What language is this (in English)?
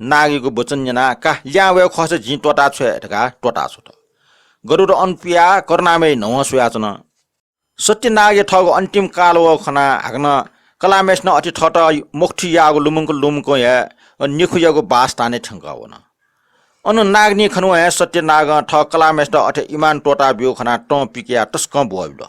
Newari